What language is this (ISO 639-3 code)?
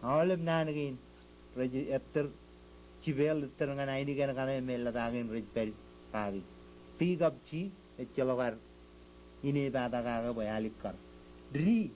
mah